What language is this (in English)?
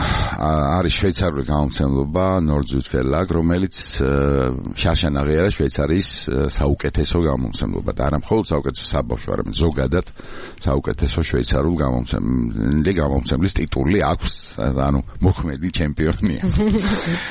Georgian